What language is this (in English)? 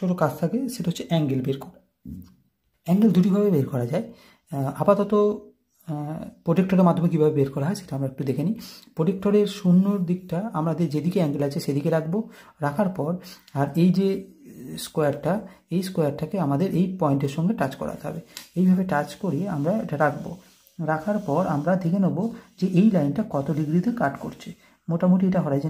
Bangla